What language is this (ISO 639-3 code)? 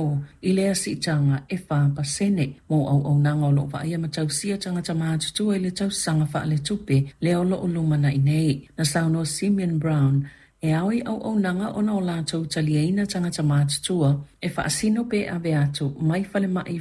smo